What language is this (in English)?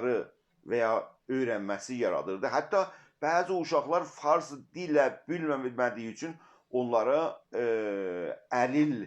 South Azerbaijani